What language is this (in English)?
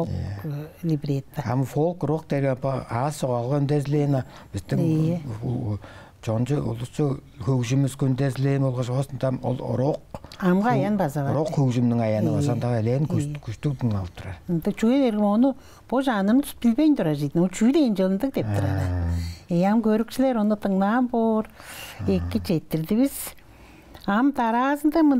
Tuvinian